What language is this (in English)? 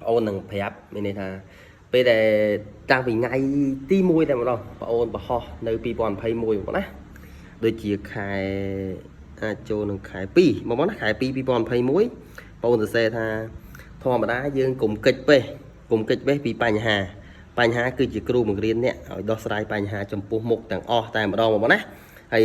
Khmer